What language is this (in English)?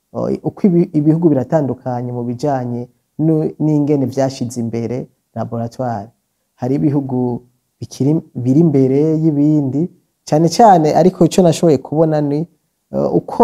Rundi